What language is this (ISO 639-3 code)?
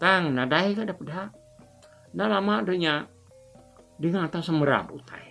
iba